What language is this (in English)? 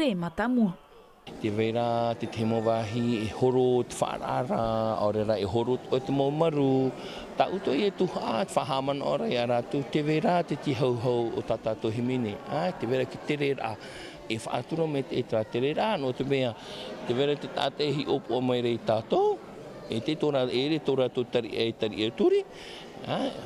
Tahitian